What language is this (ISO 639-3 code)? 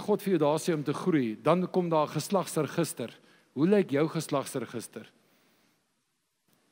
afr